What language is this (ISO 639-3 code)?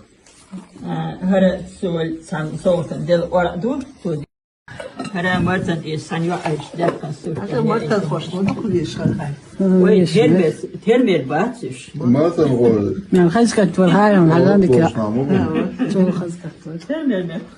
che